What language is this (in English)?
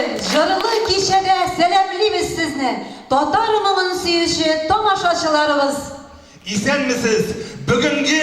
Tatar